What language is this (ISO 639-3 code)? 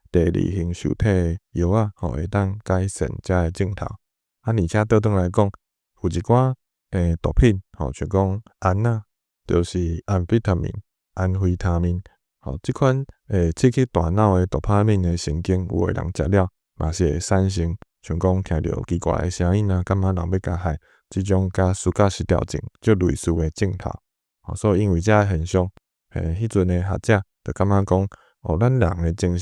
nan